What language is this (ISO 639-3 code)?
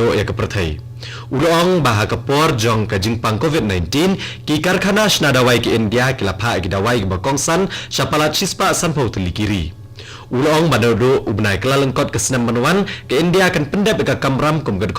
kha